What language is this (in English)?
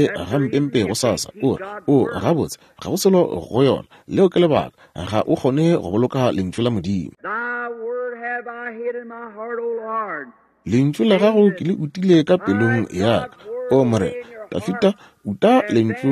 Northern Sotho